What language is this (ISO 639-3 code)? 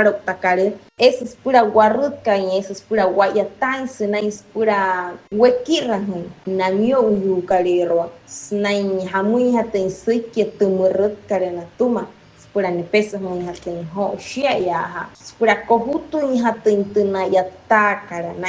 guc